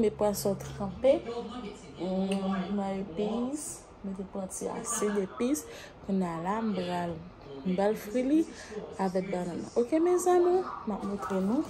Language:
Haitian Creole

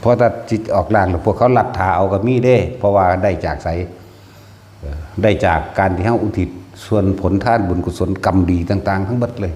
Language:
Northeastern Thai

